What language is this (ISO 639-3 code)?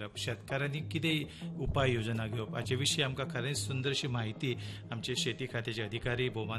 kok